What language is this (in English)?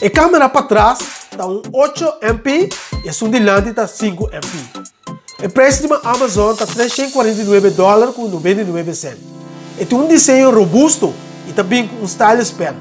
Papiamento